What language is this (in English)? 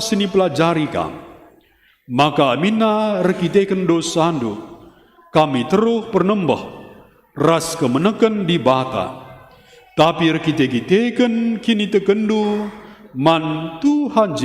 Batak Karo